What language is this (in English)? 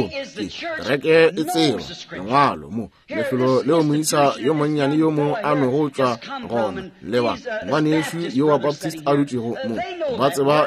Northern Sotho